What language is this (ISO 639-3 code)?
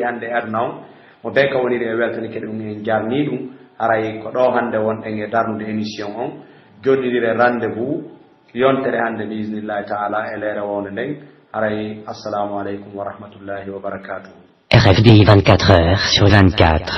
fuf